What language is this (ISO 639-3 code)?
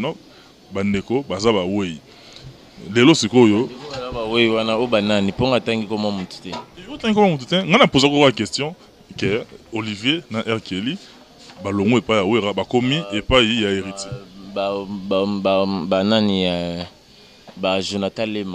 lin